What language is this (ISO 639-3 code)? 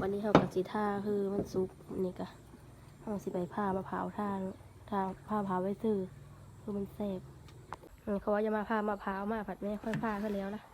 lao